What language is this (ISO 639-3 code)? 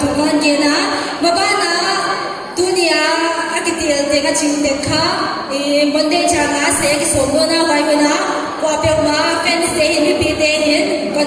pck